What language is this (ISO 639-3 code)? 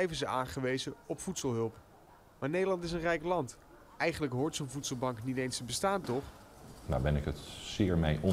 nld